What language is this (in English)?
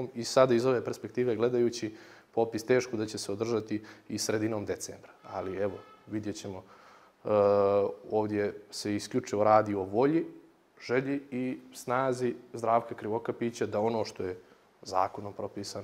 Bosnian